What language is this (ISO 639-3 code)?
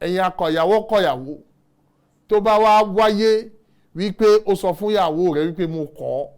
yor